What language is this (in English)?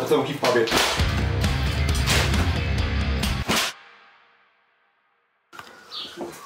Polish